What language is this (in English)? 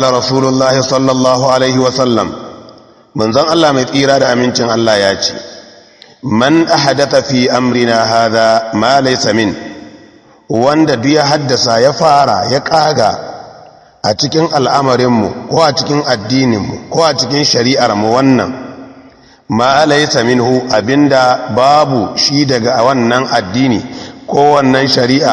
Hausa